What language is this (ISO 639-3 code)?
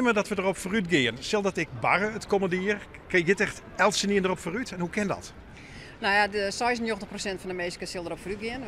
fry